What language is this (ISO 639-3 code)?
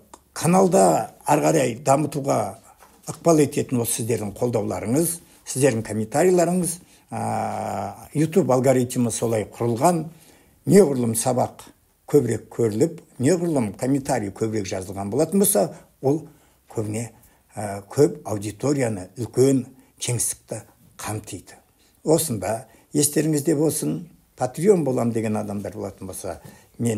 kaz